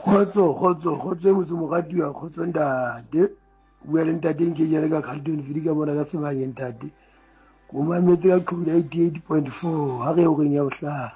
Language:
Southern Sotho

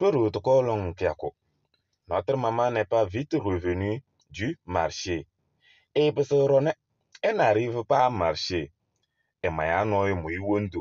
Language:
Kabiyè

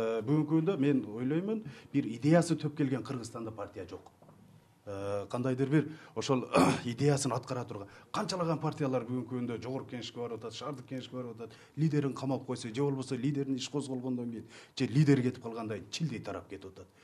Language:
Kyrgyz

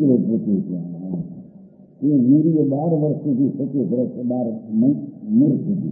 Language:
Gujarati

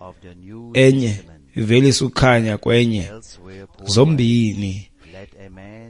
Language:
Xhosa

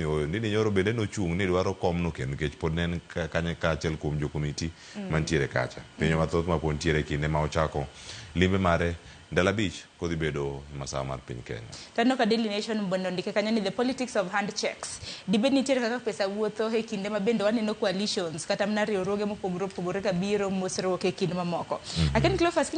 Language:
Luo (Kenya and Tanzania)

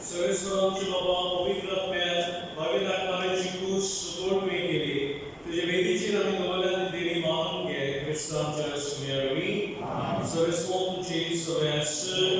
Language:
Konkani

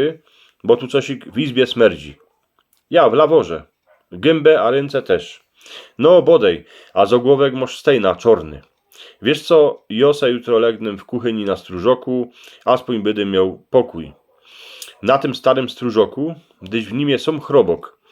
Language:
Silesian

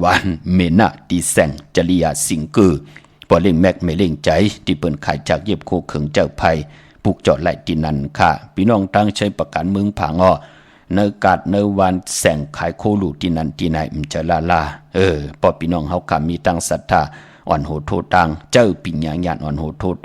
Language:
Shan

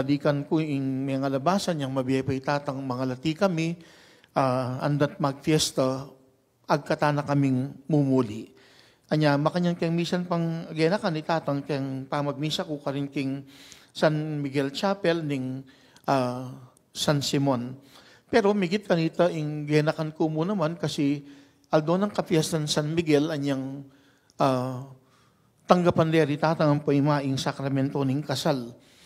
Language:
Pampanga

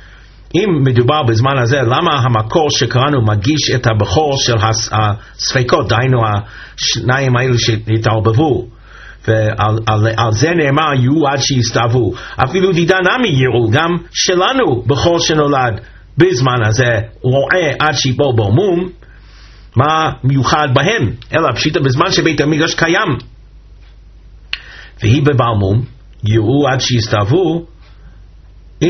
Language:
Hebrew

